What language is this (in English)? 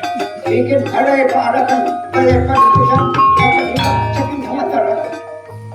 Banjar